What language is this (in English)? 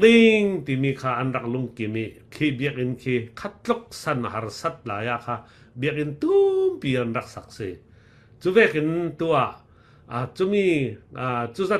Falam Chin